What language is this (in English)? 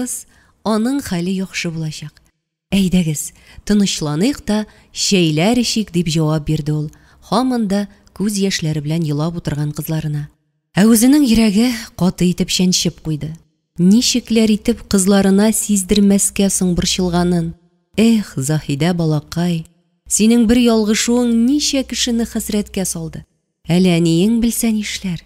Tatar